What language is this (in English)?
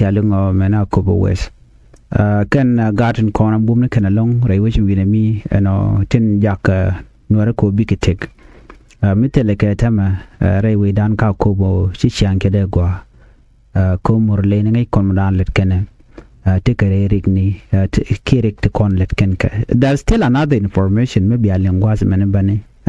Nuer